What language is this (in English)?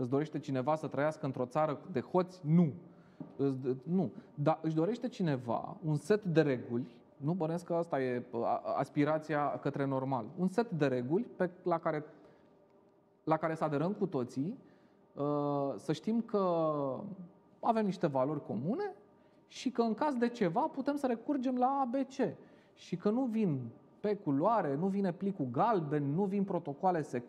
Romanian